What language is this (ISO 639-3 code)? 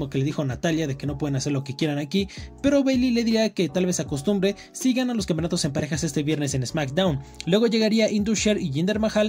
spa